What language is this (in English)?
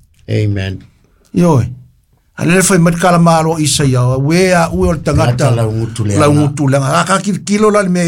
Samoan